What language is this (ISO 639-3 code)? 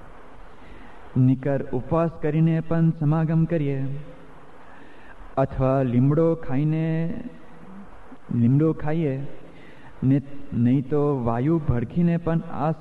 guj